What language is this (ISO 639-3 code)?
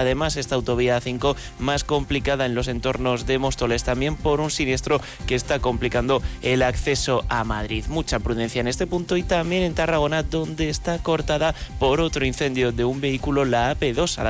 spa